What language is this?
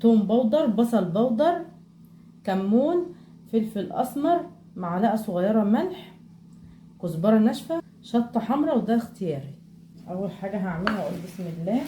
Egyptian Arabic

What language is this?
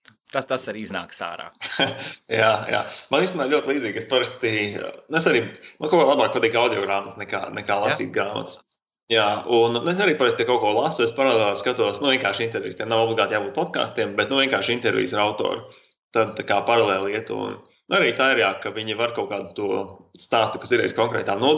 Latvian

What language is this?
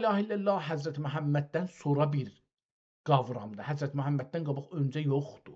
South Azerbaijani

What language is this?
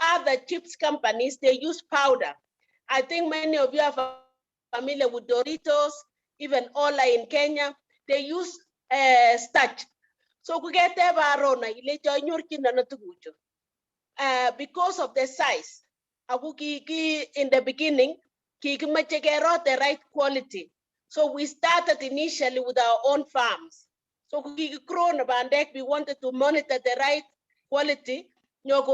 Kalenjin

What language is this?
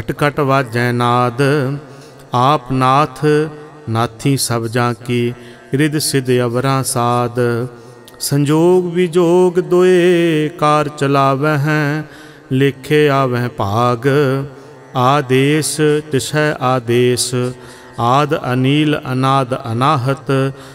Punjabi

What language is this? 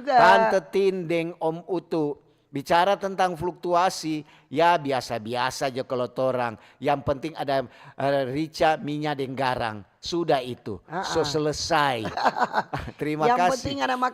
Manado Malay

